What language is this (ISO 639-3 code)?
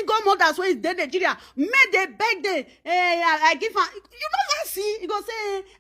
pcm